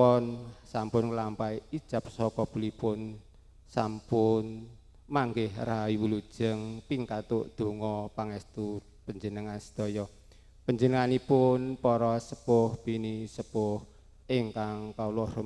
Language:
Javanese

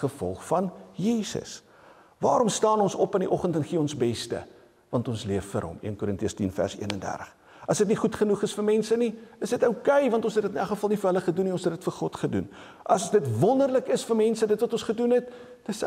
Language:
Afrikaans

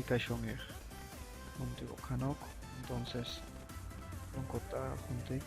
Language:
Chuj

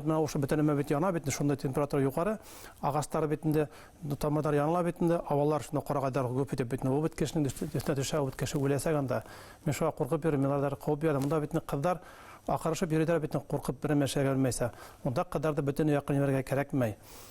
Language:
Bashkir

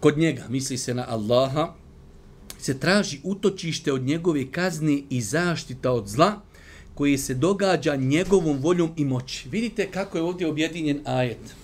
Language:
Bosnian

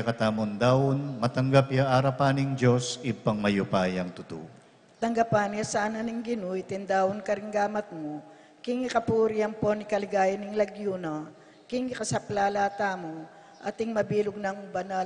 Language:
Pampanga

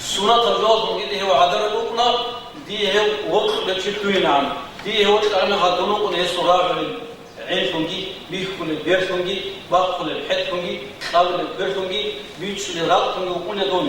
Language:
Avaric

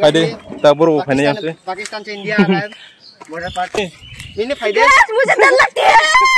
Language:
Kok Borok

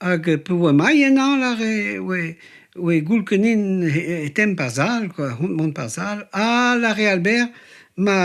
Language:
Breton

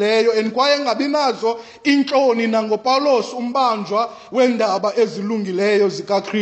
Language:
Xhosa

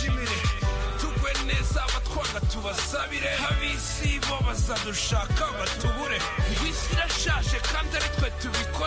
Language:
Kinyarwanda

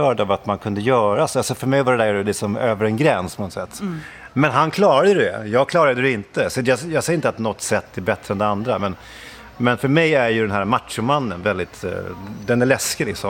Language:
Swedish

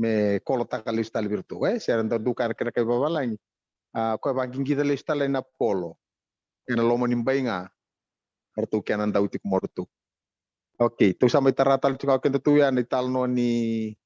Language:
Fijian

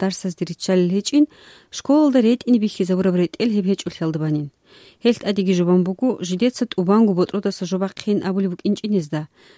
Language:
Avaric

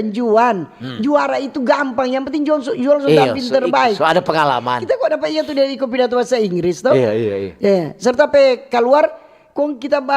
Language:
Manado Malay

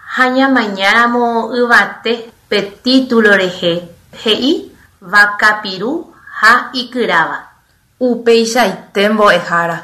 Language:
Guarani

